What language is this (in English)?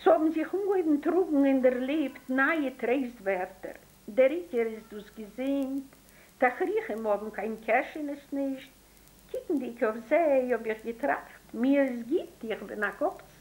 Yiddish